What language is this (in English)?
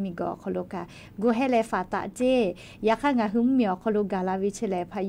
Lahu